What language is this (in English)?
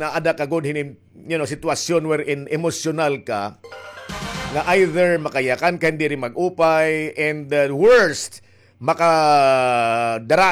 Waray